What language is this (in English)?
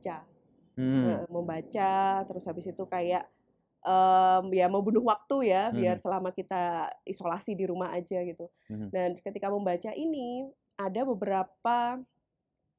Indonesian